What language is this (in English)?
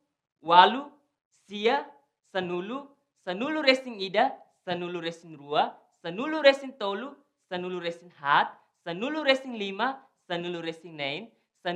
Tetum